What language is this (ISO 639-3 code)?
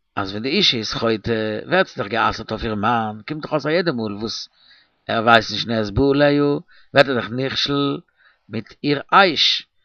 yid